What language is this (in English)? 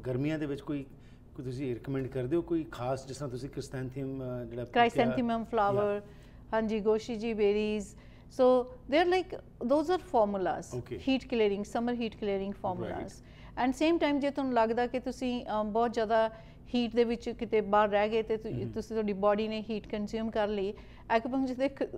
Punjabi